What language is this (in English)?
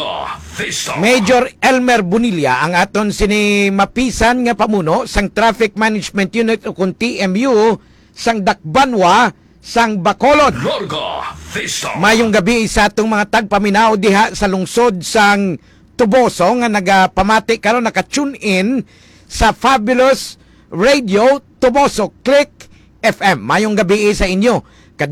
Hiligaynon